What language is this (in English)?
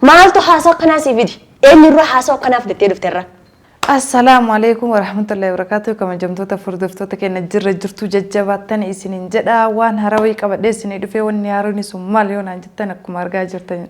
Oromo